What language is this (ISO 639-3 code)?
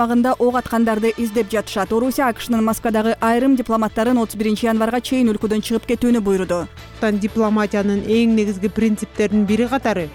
kir